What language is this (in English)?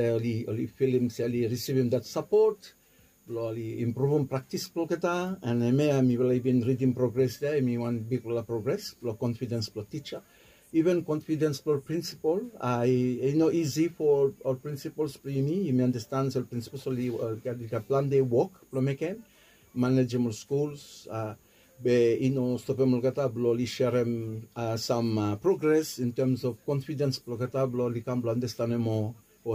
Bislama